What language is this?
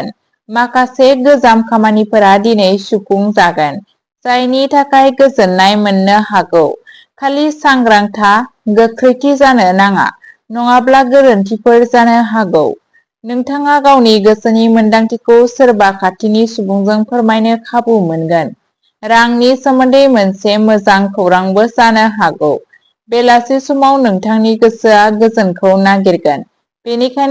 Bodo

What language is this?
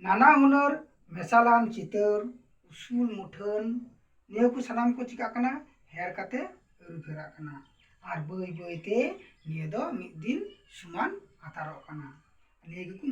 Santali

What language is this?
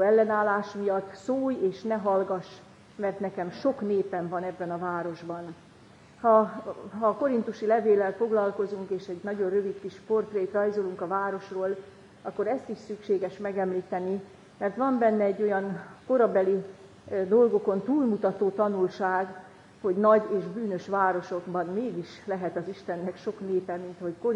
Hungarian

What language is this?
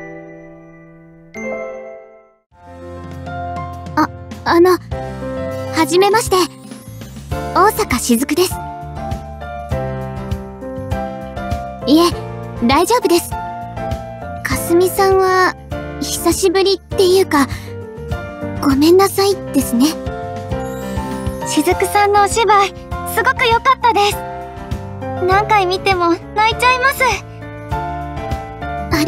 Japanese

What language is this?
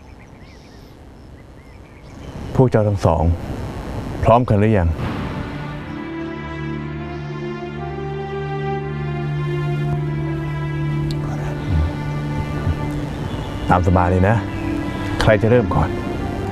Thai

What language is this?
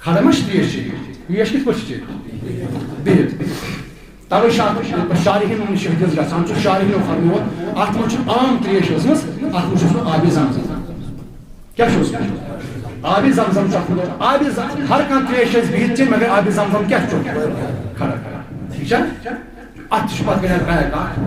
Kashmiri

